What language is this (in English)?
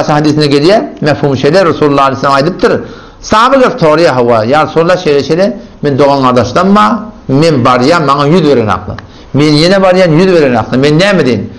Turkmen